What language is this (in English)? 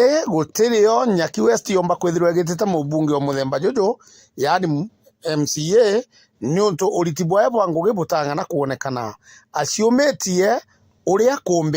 Meru